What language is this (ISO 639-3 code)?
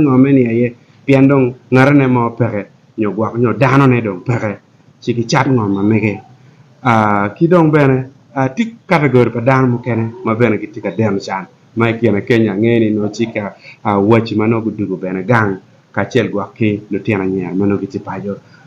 ach